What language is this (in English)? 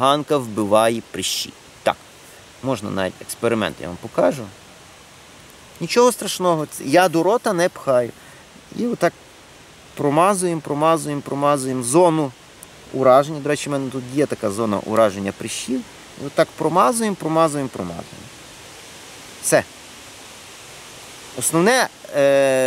Ukrainian